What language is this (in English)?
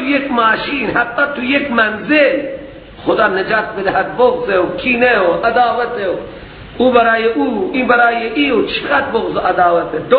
Persian